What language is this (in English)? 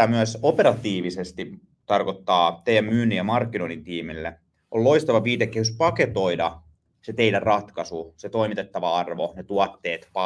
Finnish